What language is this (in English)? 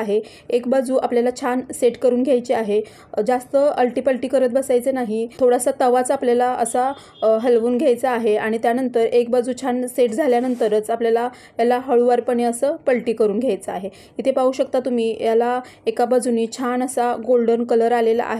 Marathi